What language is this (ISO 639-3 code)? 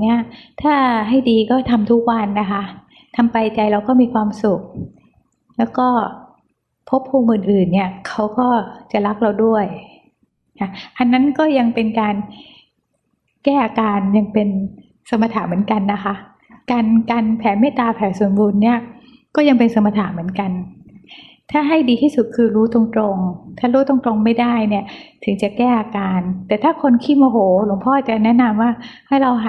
tha